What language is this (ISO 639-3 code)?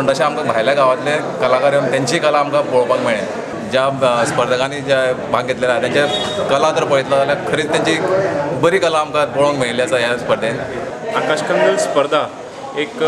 kok